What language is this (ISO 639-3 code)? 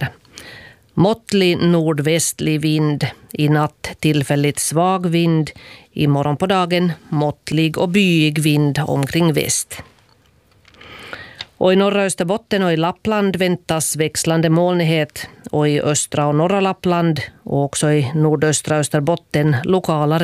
swe